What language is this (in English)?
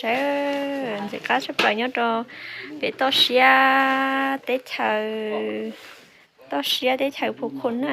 Hmong